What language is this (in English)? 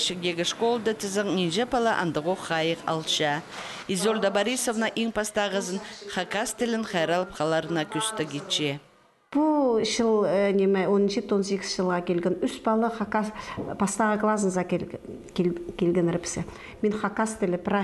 Khakas